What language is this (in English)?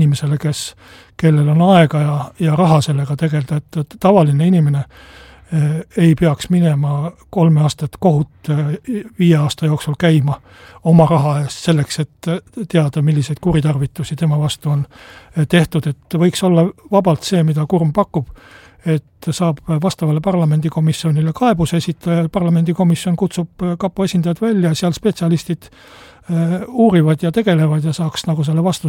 Estonian